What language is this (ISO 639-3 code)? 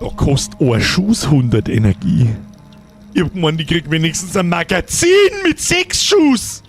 bar